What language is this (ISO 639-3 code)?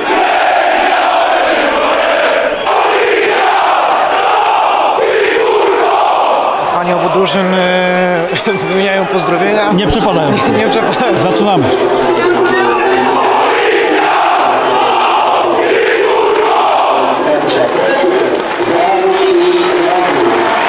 pol